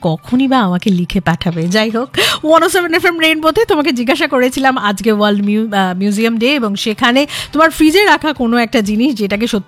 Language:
Bangla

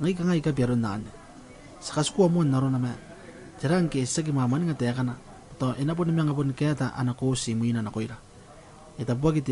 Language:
Gilbertese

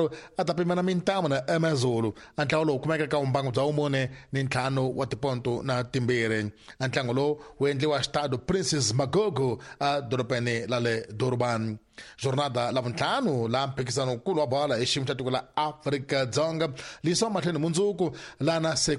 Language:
Tsonga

